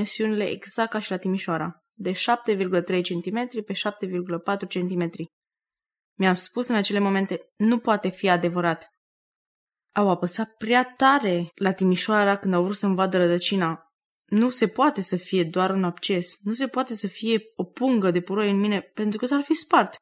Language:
Romanian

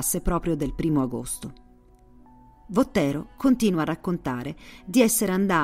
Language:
Italian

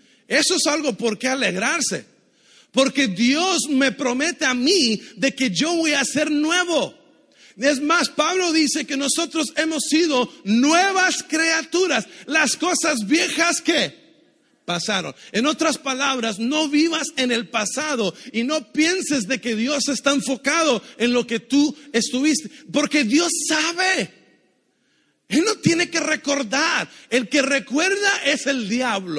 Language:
Spanish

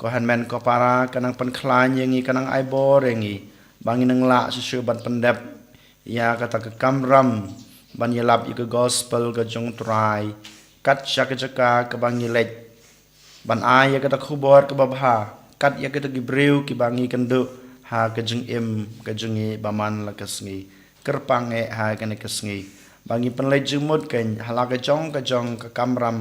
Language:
Khasi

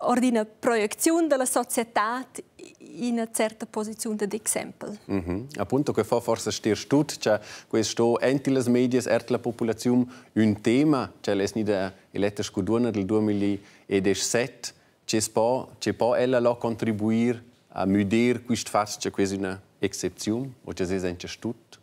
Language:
Romansh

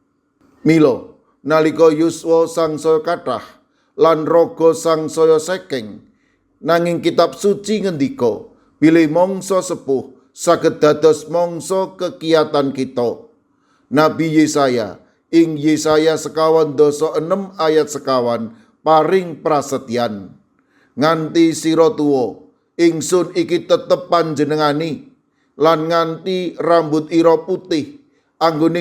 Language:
Javanese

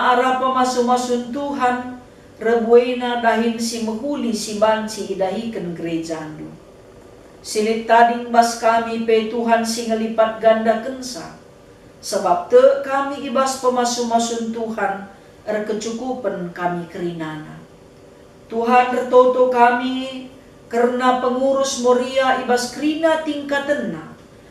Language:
Batak Karo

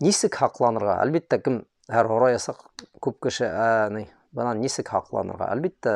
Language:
Bashkir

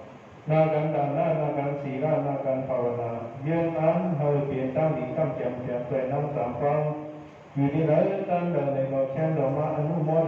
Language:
Shan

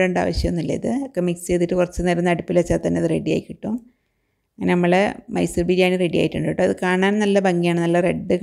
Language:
Malayalam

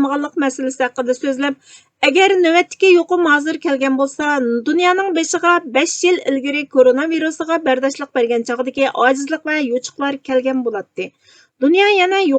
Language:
Uyghur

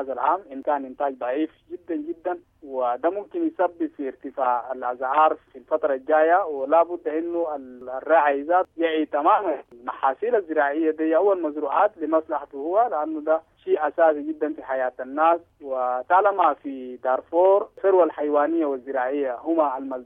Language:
Sudanese Arabic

